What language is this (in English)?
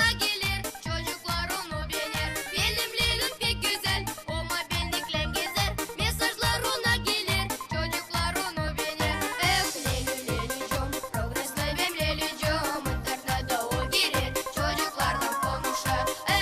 Gagauz